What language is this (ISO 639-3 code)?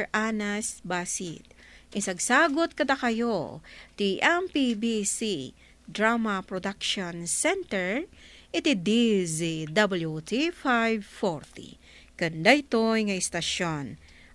ilo